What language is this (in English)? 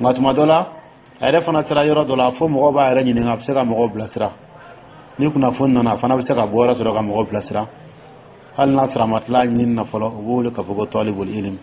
Dyula